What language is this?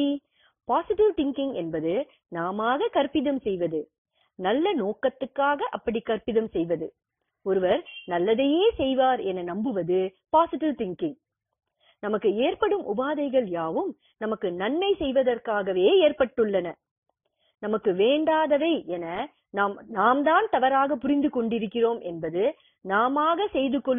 Tamil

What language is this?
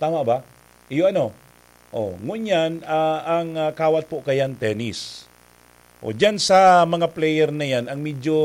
Bikol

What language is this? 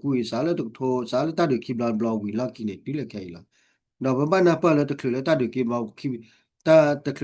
S'gaw Karen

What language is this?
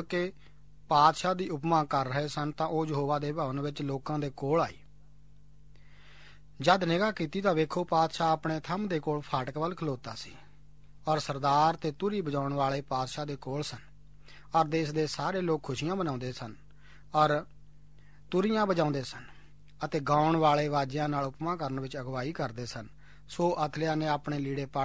Punjabi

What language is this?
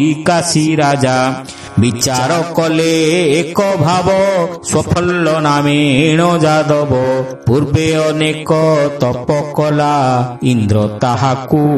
Odia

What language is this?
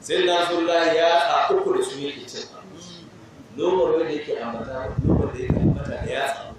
Hausa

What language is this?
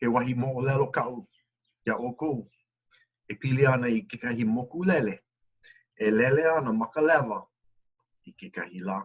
Hawaiian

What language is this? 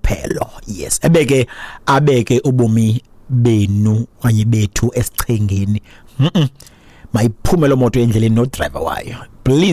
Xhosa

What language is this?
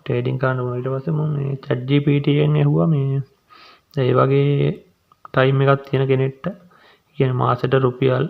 Sinhala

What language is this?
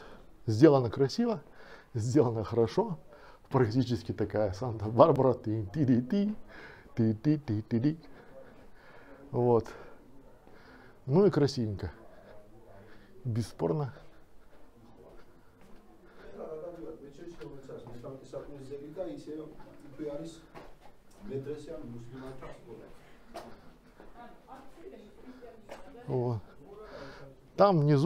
Russian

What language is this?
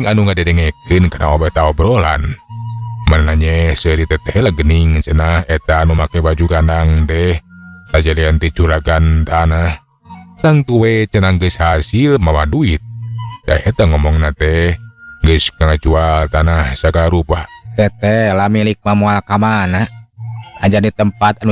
Sundanese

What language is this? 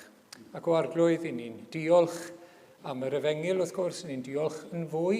Welsh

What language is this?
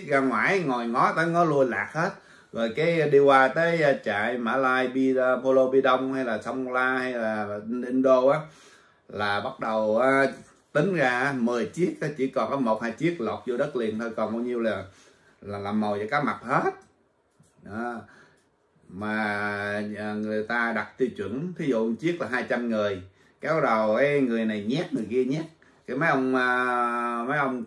Vietnamese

